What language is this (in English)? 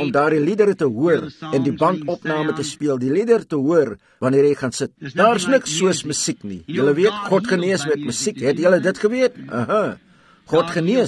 Afrikaans